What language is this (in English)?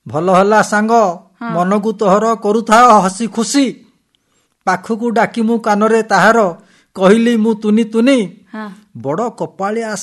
Odia